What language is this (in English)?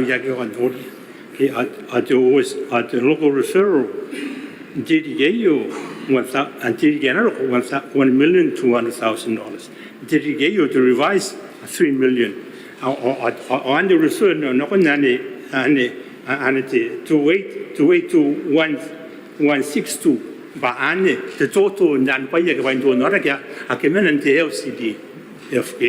Gilbertese